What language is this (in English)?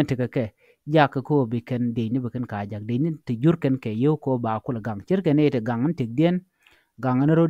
Nuer